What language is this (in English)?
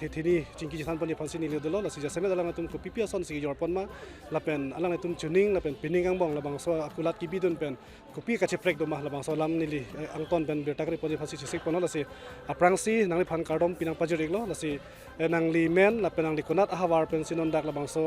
Karbi